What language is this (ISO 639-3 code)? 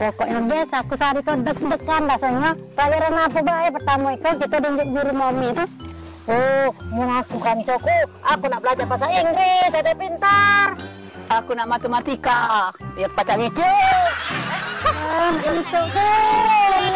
mui